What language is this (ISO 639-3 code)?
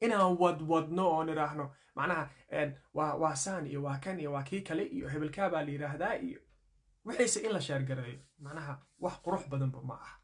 som